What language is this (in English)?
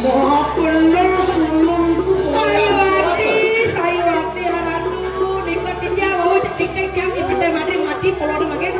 Balinese